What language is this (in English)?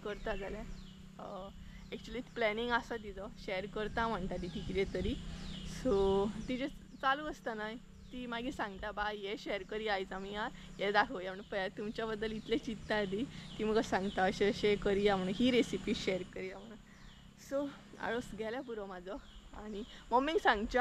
Konkani